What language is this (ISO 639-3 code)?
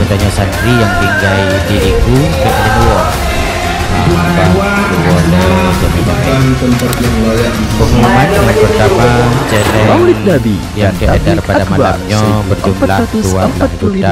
ace